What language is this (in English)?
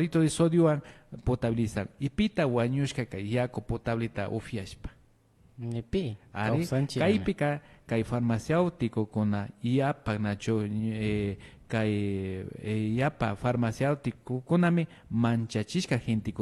Imbabura Highland Quichua